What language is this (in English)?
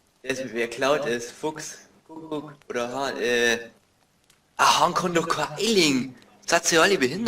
Bavarian